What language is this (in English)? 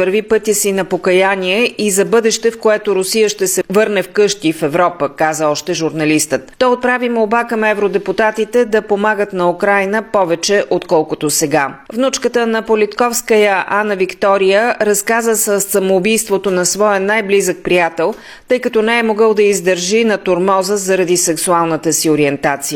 Bulgarian